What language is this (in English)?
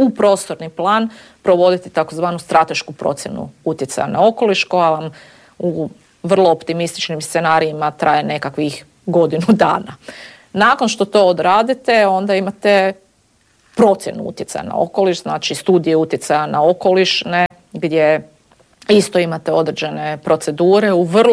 Croatian